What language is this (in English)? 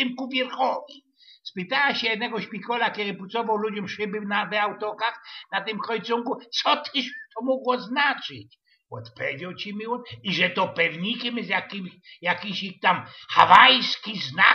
Silesian